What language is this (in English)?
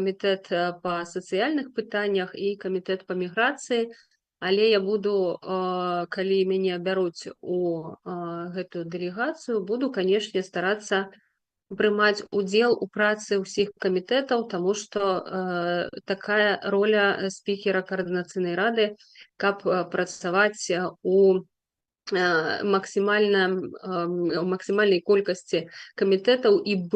Belarusian